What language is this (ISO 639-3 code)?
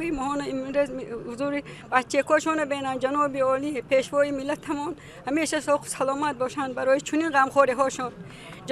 tgk